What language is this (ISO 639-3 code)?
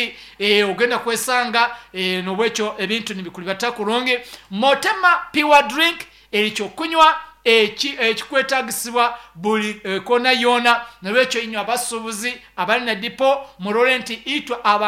nyn